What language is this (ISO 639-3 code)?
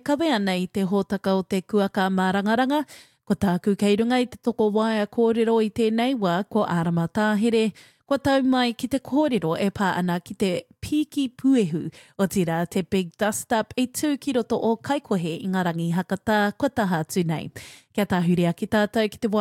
mri